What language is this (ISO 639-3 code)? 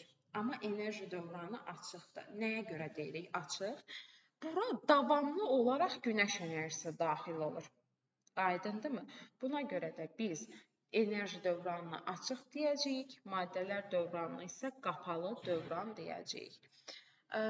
aze